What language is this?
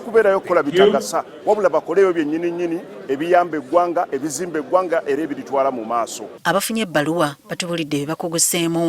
Ganda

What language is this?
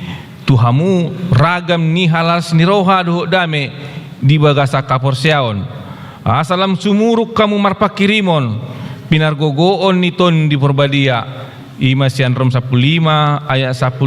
Batak Toba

